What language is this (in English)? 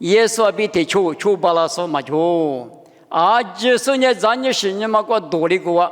Lisu